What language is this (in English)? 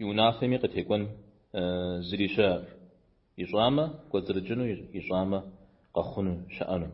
Kabardian